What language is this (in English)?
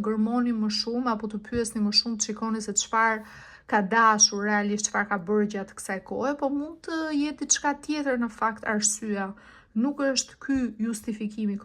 Albanian